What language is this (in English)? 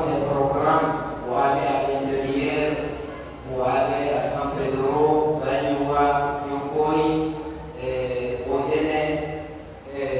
Pular